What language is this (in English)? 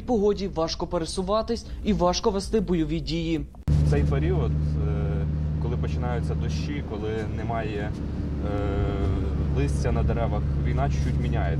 Ukrainian